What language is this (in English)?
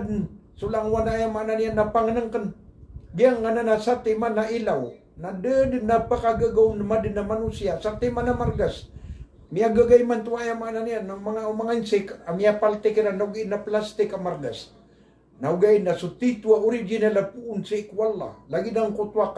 Maranao